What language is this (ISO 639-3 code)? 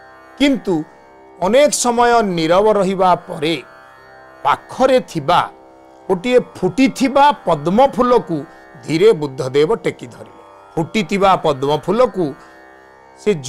ori